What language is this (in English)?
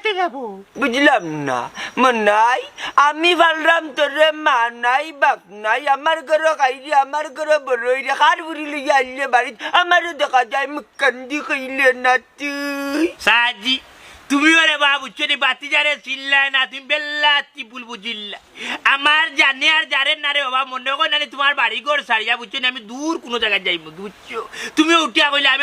Sylheti